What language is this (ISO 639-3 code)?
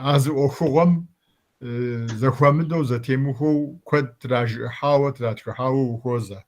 kbd